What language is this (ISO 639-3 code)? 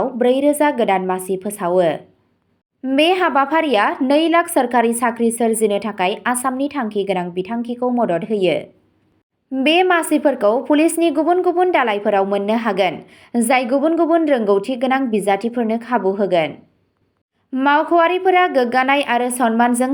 brx